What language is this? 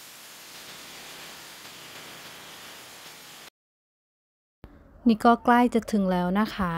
Thai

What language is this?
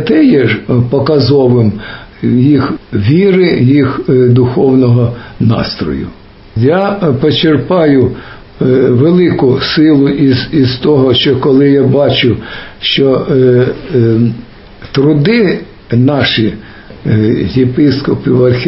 Ukrainian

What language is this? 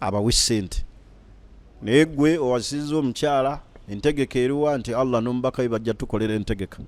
Ganda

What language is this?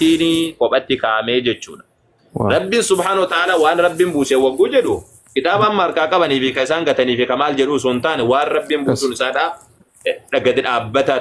Oromo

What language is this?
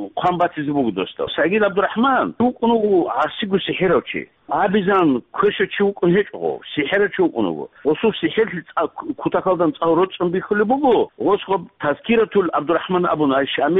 Avaric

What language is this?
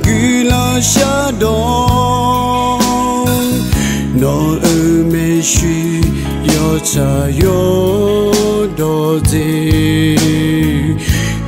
Akha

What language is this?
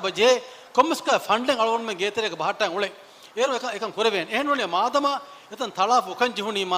Divehi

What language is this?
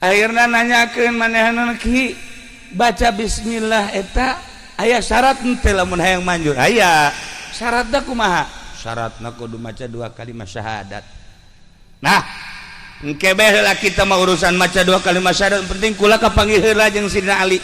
Sundanese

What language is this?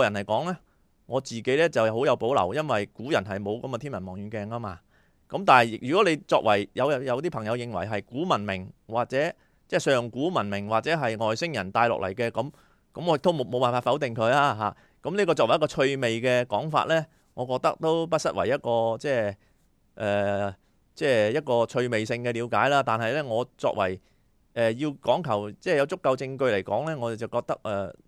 Cantonese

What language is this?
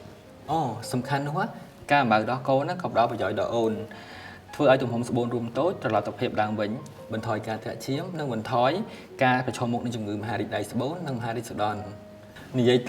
Khmer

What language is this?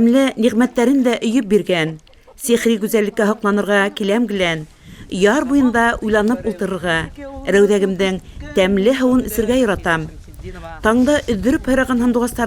Bashkir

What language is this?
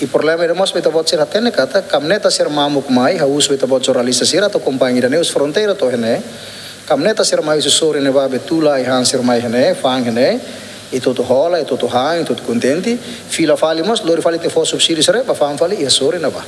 Tetum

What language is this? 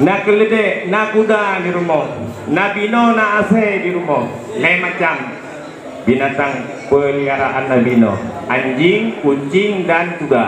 Achinese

